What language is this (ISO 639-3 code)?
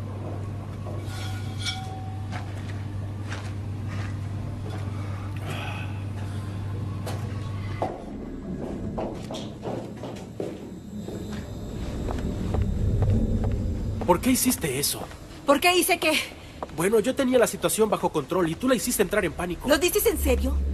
spa